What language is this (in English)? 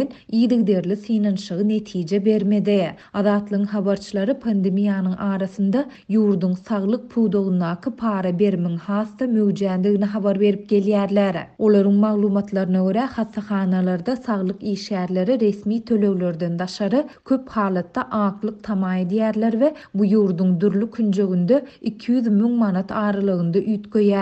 Turkmen